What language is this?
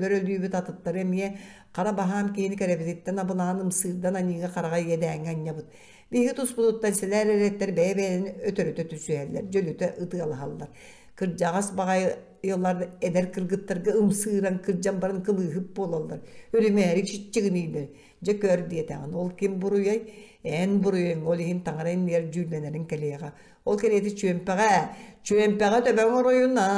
Yakut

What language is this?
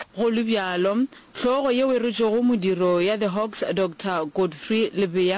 Northern Sotho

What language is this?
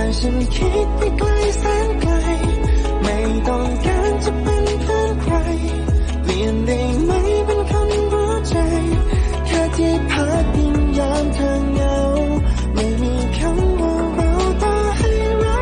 Thai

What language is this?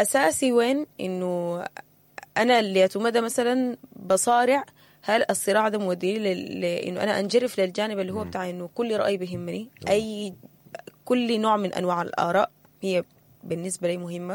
Sudanese Arabic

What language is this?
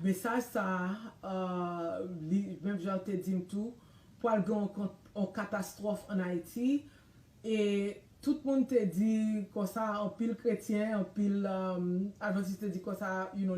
Haitian Creole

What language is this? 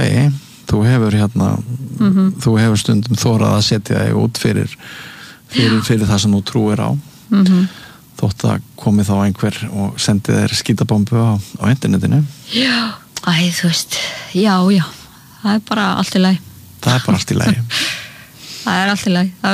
Icelandic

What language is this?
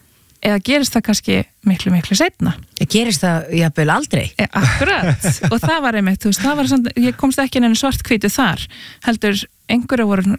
Icelandic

